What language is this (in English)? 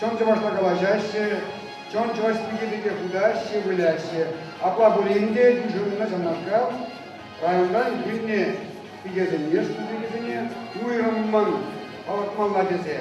Chuvash